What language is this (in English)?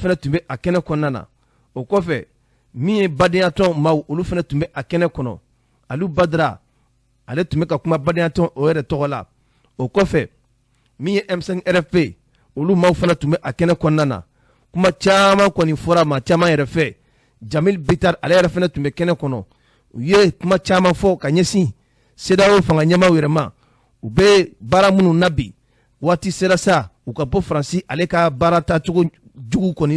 Bambara